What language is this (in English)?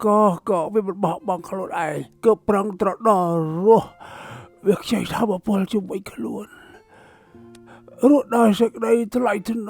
Khmer